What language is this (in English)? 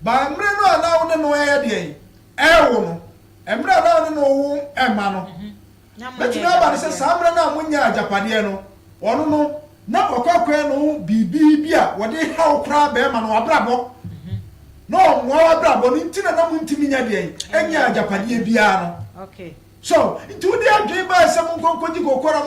Akan